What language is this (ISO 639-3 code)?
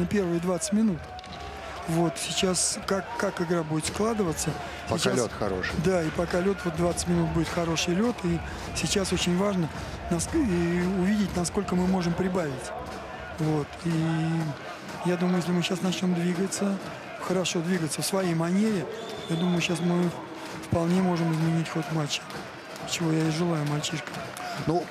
rus